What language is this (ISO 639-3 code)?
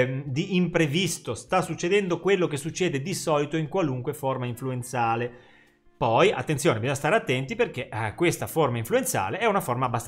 ita